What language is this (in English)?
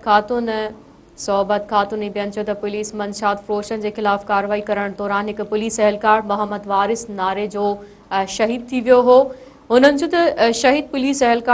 Sindhi